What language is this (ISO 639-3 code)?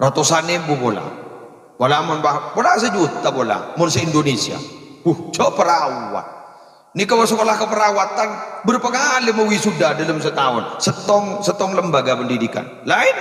mad